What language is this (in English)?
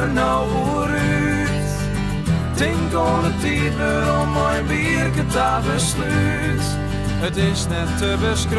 Western Frisian